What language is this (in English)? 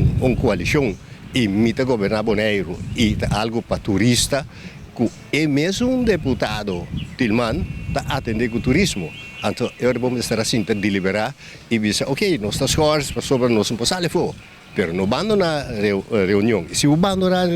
Papiamento